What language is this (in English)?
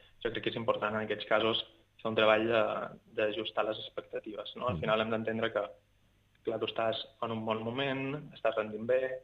Catalan